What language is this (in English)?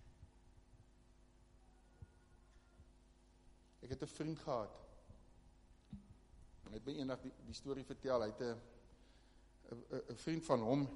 Afrikaans